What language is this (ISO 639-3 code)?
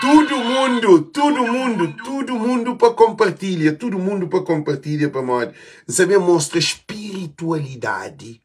kea